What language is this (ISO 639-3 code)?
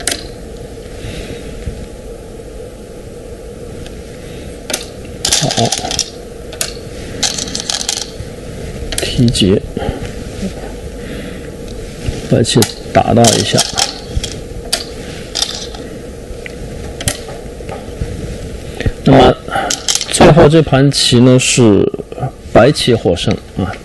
zho